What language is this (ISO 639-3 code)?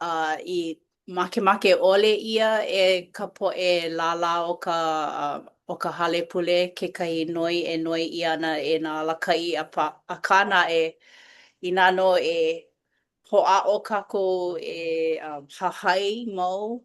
haw